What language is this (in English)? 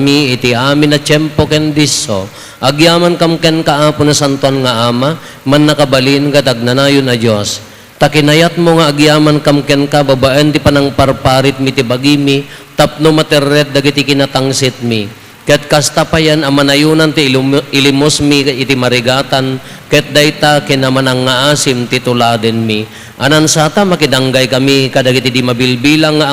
Iloko